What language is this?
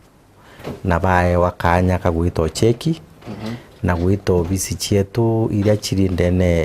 Meru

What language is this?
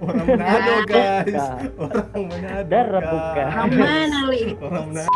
Manado Malay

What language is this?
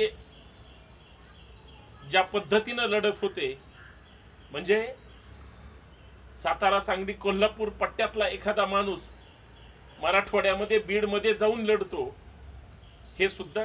Marathi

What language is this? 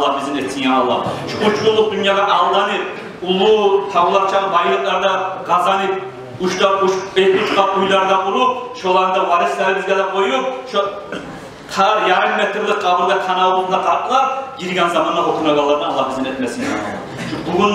Kumyk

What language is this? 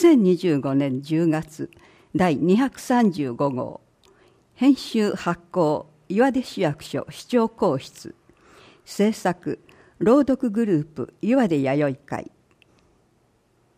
Japanese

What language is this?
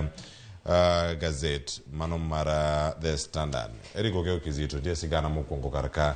Luo (Kenya and Tanzania)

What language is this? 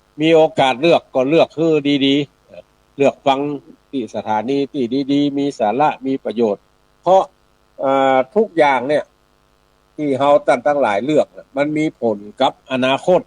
Northern Thai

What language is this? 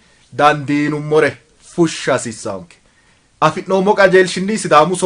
Sidamo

